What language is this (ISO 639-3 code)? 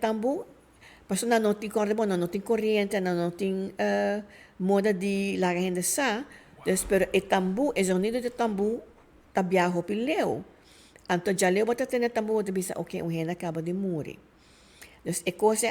pap